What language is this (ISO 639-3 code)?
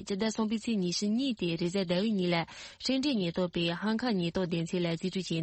bod